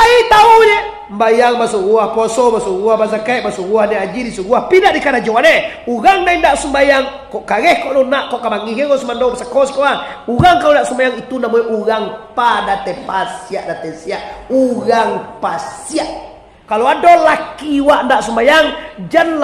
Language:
Minangkabau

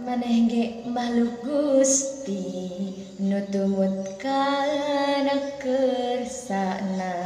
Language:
Sundanese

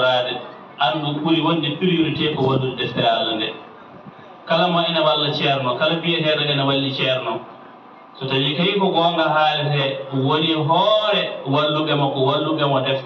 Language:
Fula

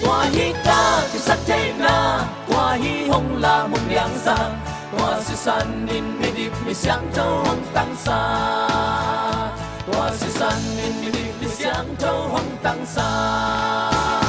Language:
Tedim Chin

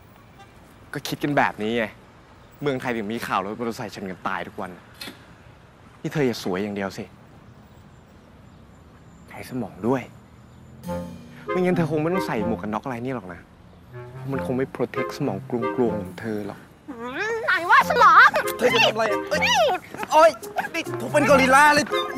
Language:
Thai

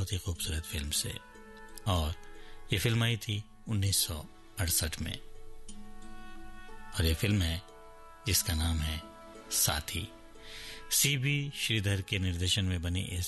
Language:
Hindi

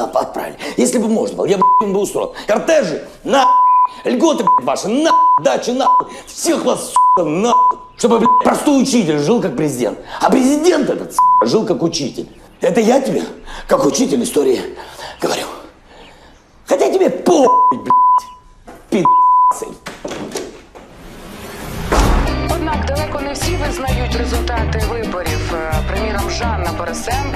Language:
Russian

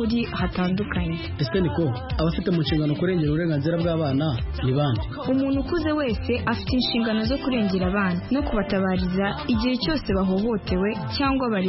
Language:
Kinyarwanda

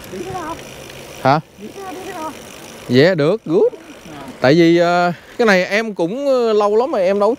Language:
Vietnamese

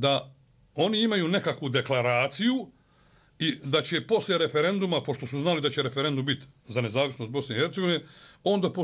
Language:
Bosnian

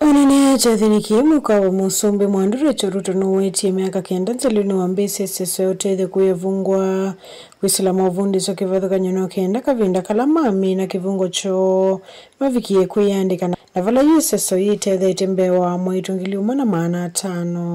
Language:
Kamba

